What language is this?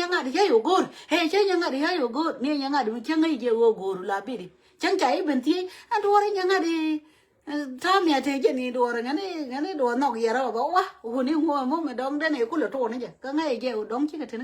Nuer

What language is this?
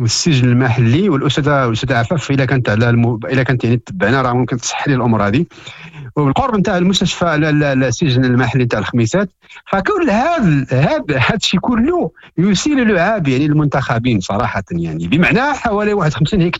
Moroccan Arabic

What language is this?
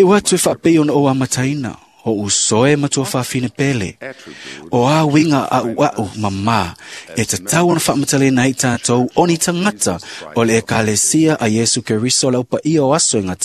Samoan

